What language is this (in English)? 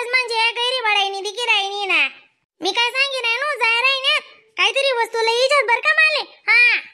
Khandesi